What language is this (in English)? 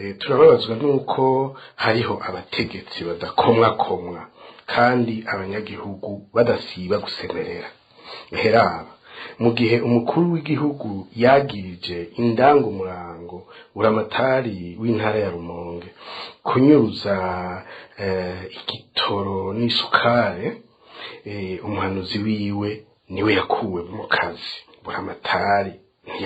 Rundi